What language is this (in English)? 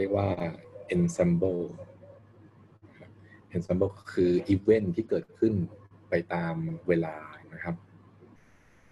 Thai